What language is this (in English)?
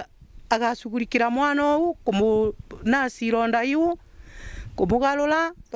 Meru